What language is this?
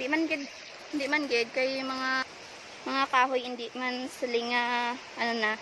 Hiligaynon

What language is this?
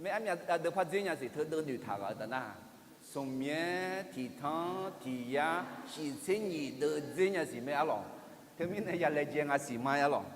Akha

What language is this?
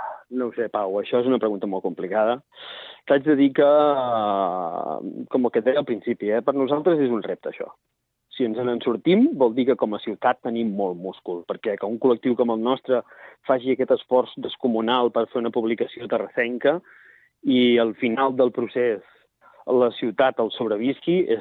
Catalan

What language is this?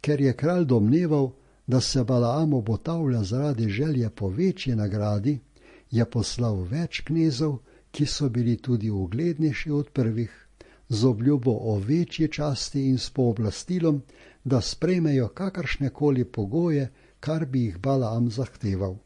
Slovenian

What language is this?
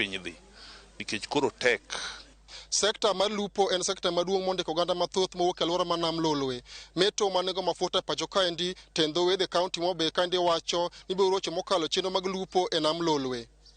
Luo (Kenya and Tanzania)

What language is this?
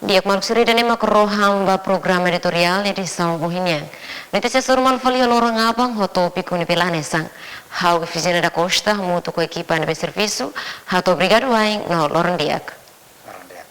Tetum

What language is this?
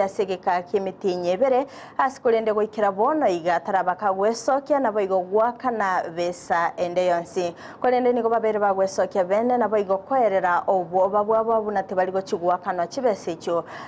Gusii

